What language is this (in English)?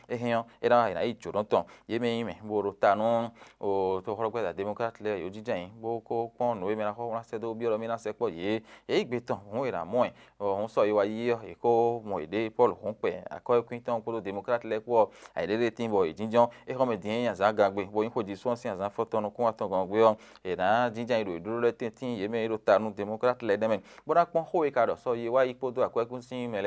Fon